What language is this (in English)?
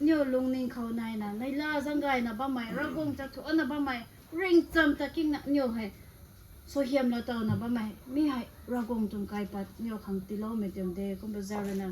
Rongmei Naga